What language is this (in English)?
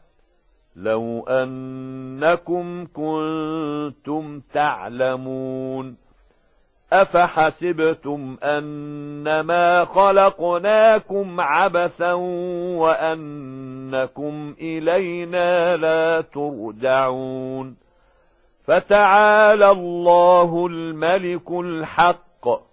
Arabic